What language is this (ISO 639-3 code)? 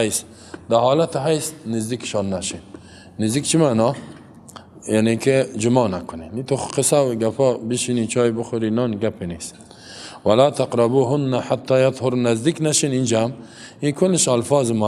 fas